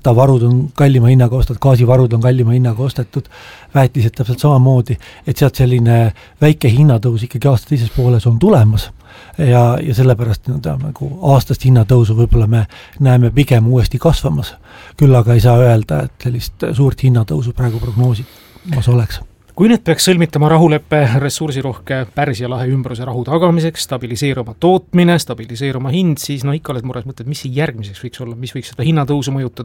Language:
Estonian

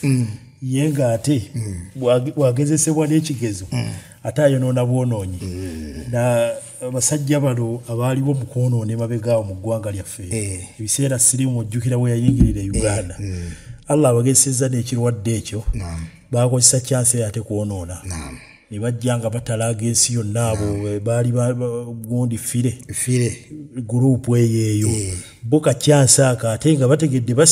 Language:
Ganda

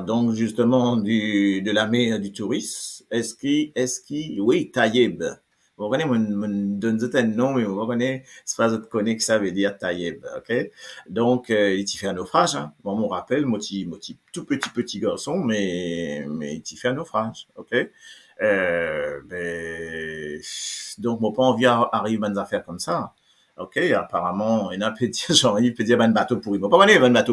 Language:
Morisyen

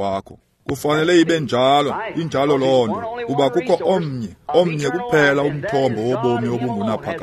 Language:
Xhosa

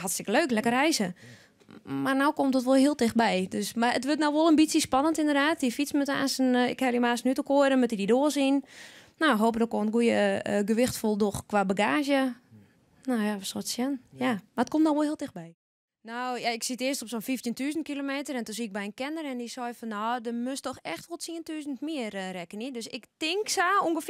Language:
Western Frisian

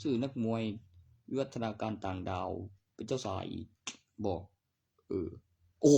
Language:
Northeastern Thai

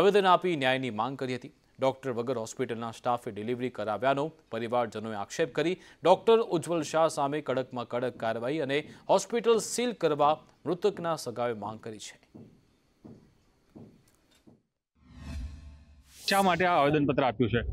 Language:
Gujarati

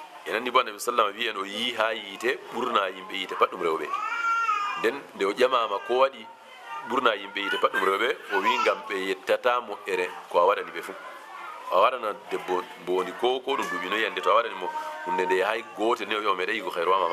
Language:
Fula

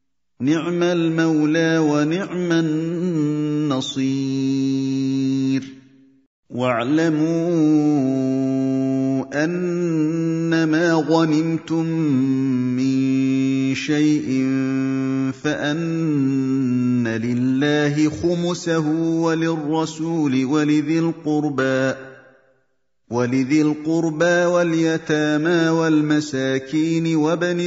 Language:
Arabic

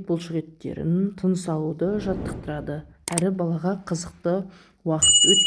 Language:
Kazakh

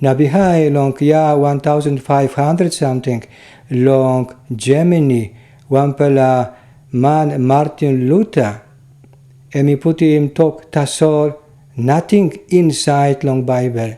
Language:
Tok Pisin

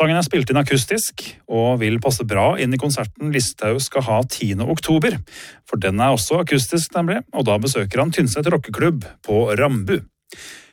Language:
Norwegian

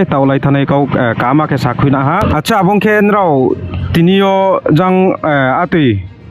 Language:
Riang (India)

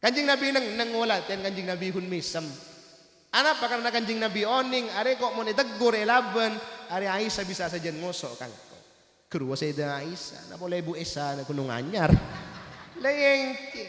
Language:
Madurese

